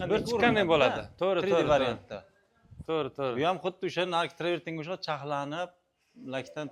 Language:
Uzbek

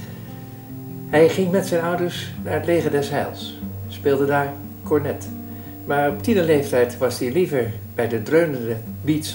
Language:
Dutch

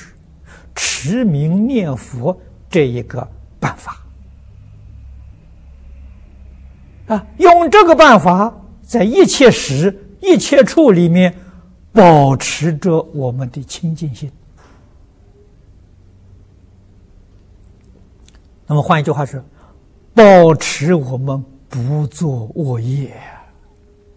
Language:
Chinese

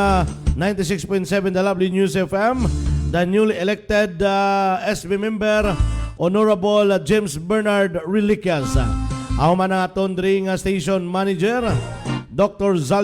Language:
Hiligaynon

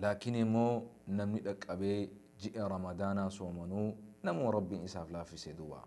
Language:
Oromo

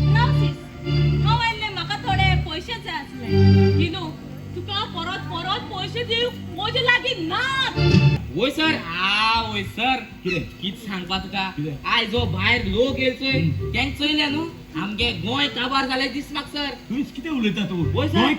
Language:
Konkani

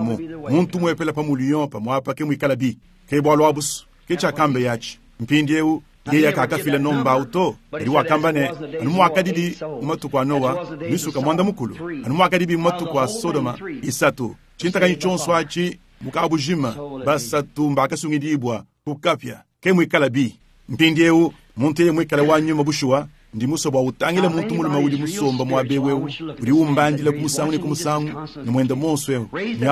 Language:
Luba-Lulua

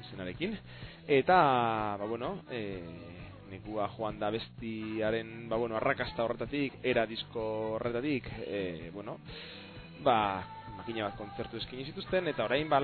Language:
Basque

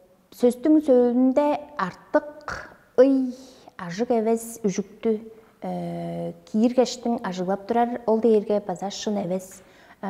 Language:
Tuvinian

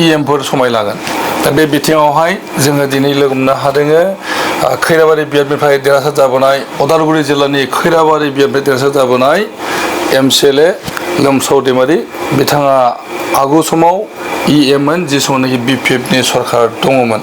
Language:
Bodo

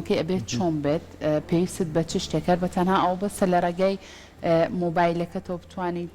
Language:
Central Kurdish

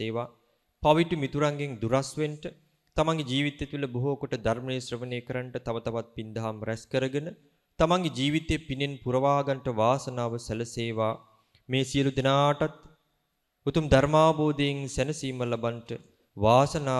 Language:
Sinhala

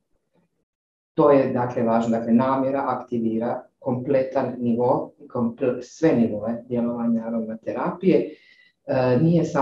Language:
Croatian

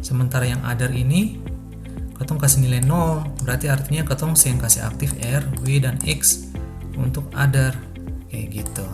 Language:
Ambonese Malay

